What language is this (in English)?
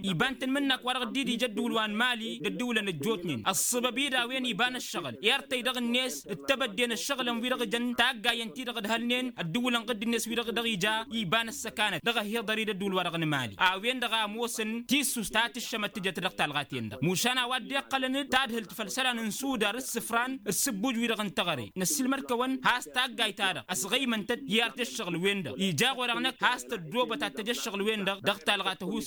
Tamasheq